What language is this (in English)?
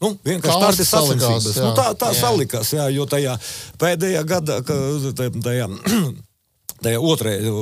Latvian